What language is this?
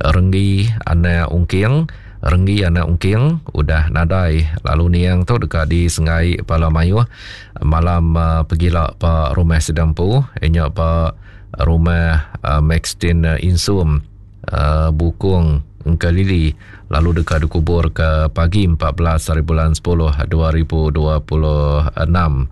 Iban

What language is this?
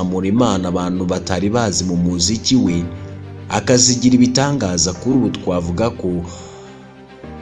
Kinyarwanda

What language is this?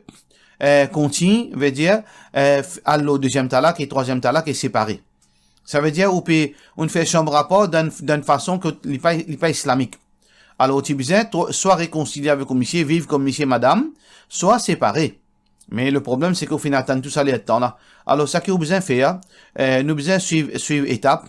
Morisyen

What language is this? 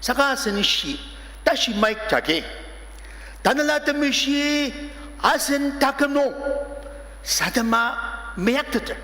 Ao Naga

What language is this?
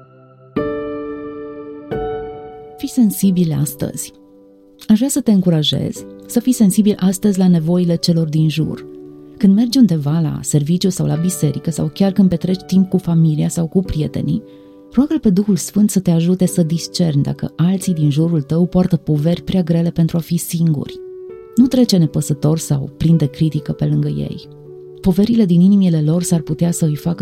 Romanian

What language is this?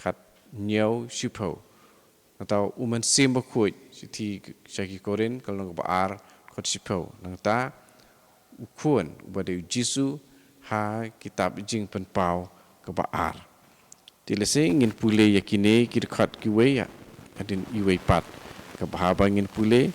Khasi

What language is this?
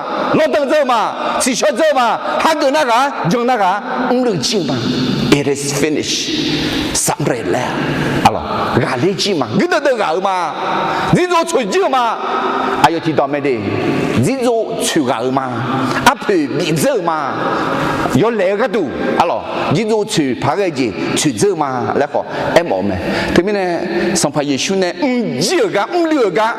Akha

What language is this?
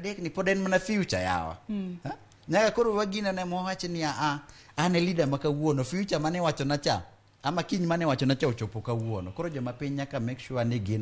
Luo (Kenya and Tanzania)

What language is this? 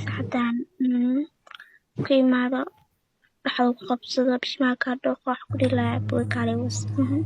Somali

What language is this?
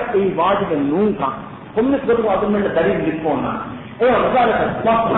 Divehi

